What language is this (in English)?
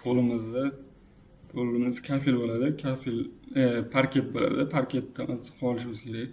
Uzbek